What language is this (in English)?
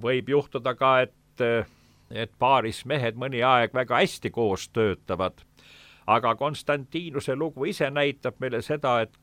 Estonian